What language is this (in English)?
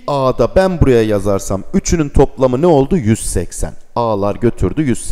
Turkish